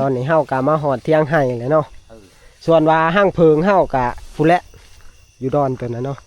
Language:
Northeastern Thai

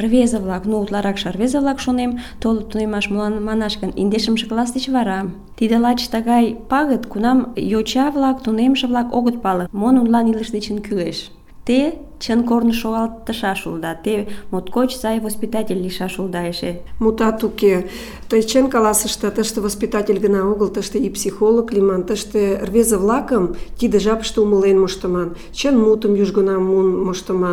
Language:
Mari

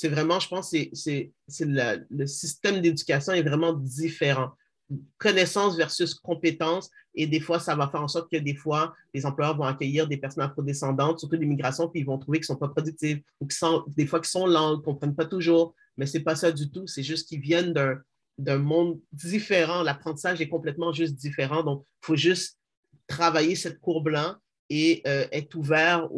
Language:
French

